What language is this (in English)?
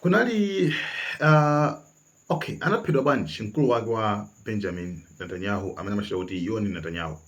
Nyanja